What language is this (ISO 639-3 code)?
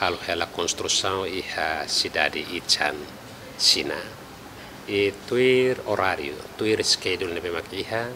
tet